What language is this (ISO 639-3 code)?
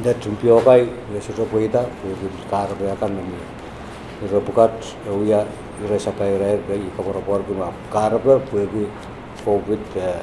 pon